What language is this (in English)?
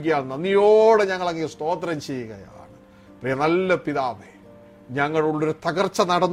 Malayalam